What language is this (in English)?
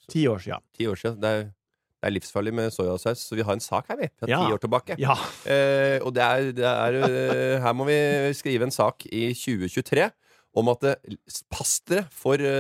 Norwegian